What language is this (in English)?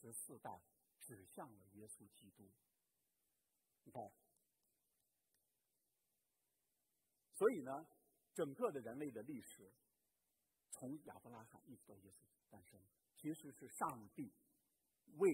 Chinese